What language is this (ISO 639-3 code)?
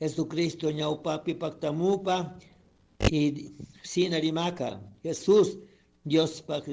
qug